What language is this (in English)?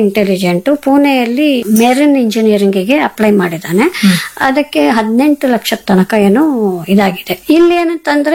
Kannada